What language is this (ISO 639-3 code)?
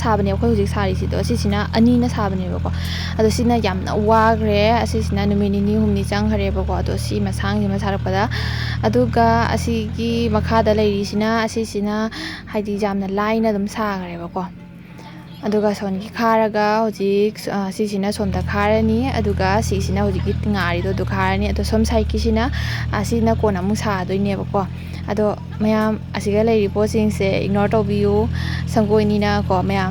mni